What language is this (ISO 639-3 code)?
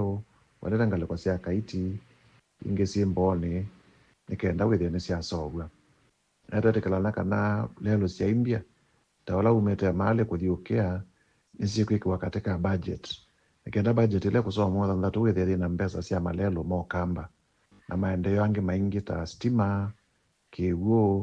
kam